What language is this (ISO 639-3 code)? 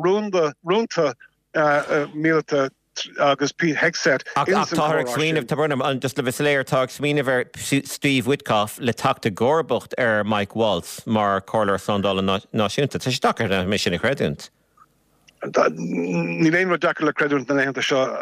gle